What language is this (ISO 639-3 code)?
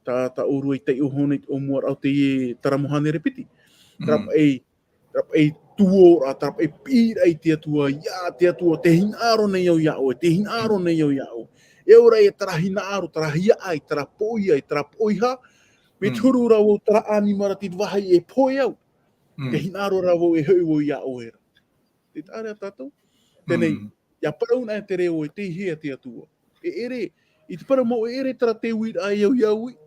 tah